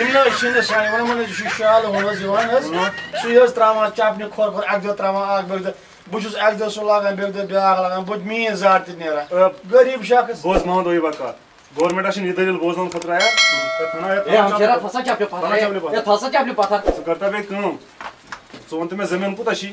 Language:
Kashmiri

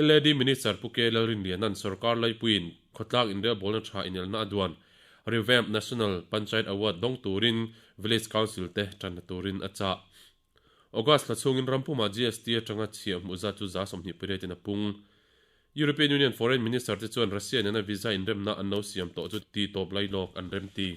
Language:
Mizo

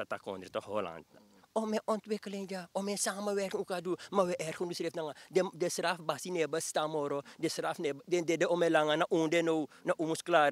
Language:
Sranan Tongo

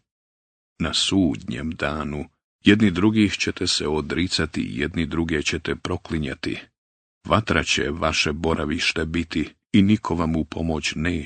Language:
Bosnian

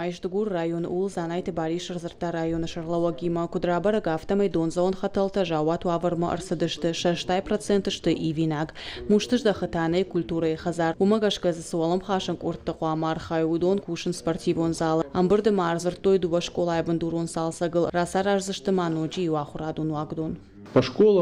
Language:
Ossetic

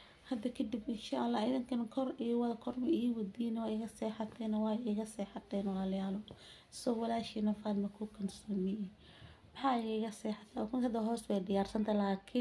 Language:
Somali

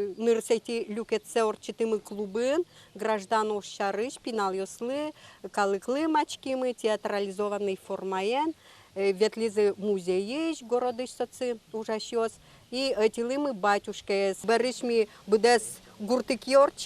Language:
Udmurt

